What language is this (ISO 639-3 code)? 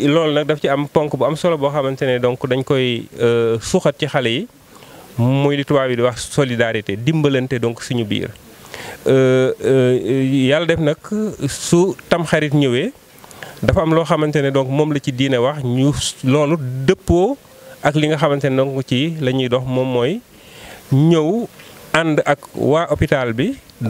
wol